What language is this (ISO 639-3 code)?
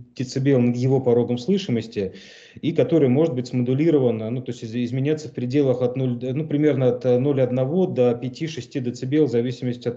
rus